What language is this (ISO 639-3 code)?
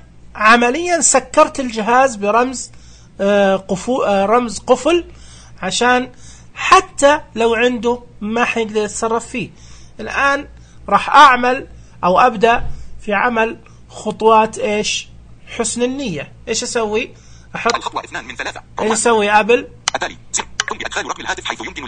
ars